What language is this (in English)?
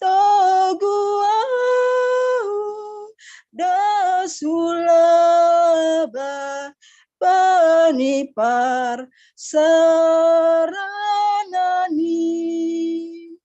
Batak Simalungun